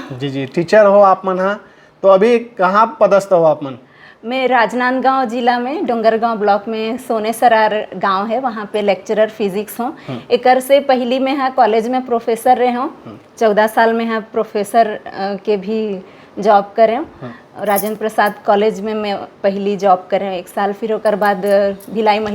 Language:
Chhattisgarhi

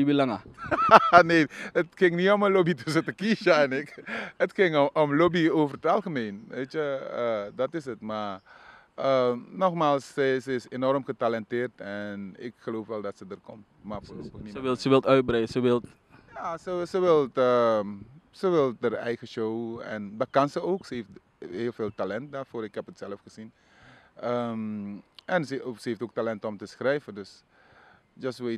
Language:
Dutch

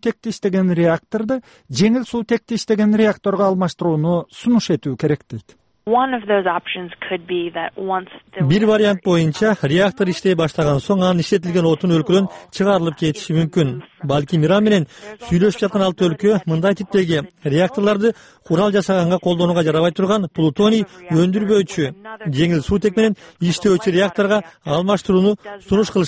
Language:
Kyrgyz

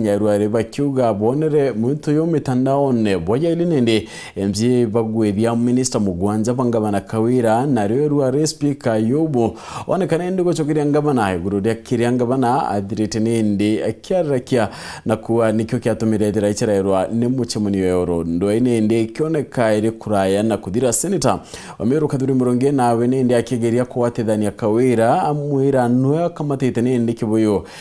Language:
Meru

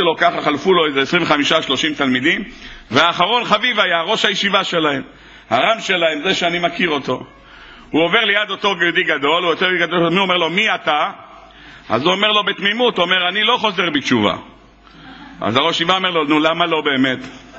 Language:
Hebrew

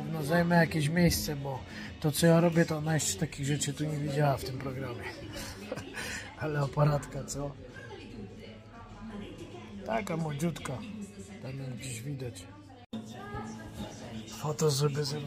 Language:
Polish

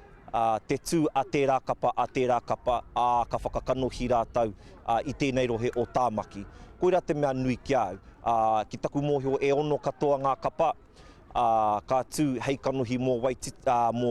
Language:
Māori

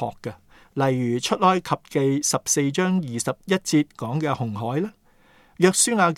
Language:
Cantonese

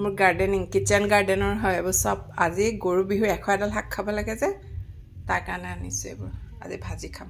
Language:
Assamese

